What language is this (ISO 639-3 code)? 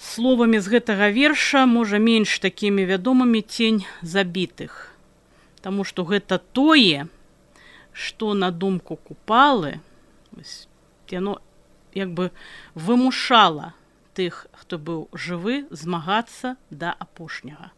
bel